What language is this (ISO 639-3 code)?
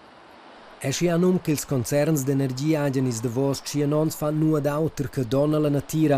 roh